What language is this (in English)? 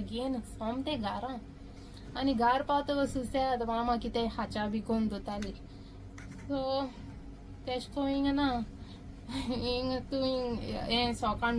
Konkani